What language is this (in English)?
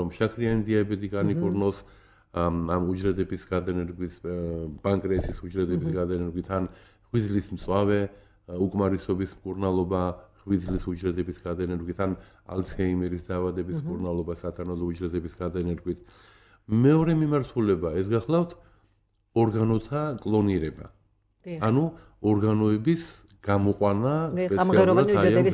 Georgian